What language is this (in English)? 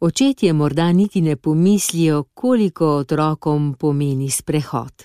Slovenian